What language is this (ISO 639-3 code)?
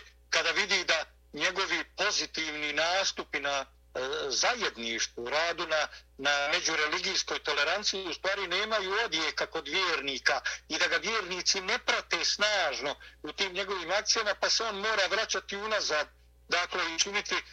bos